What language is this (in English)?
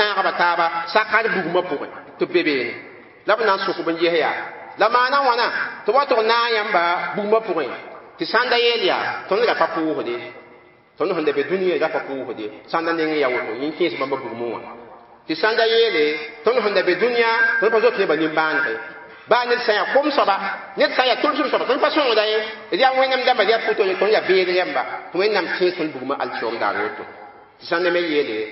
Mossi